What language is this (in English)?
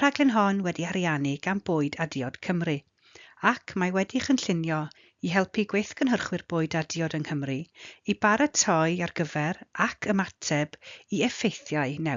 Welsh